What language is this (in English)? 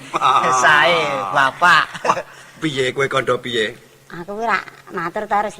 Javanese